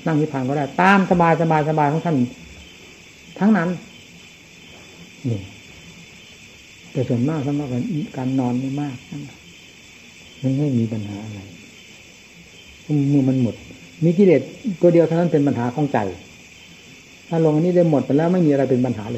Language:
Thai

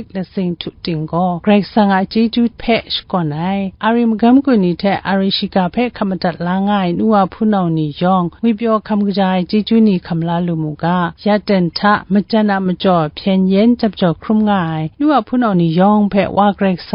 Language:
Kachin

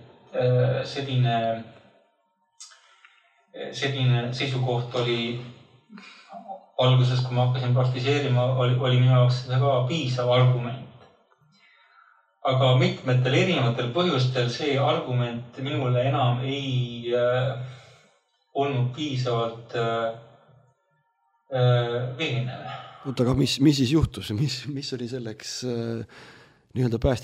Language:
Estonian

